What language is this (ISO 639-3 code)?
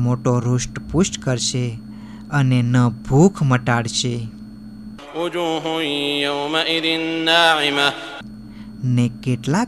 guj